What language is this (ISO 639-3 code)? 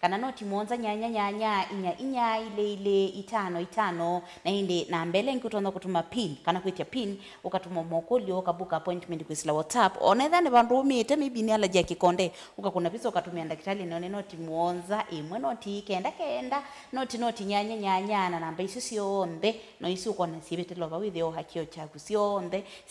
kam